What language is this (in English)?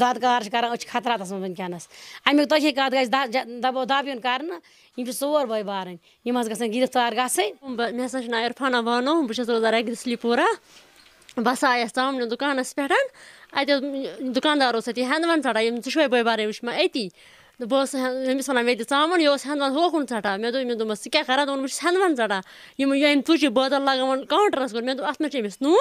Kashmiri